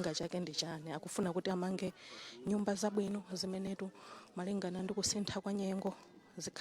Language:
Nyanja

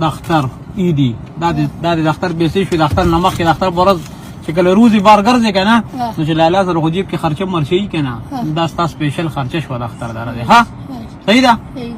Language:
Pashto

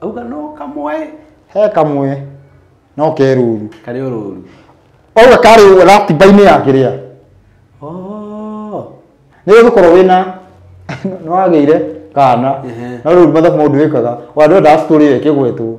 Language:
Kikuyu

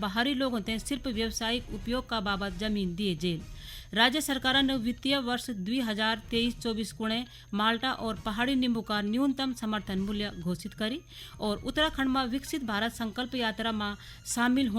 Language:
Garhwali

